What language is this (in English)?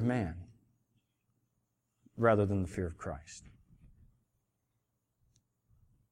English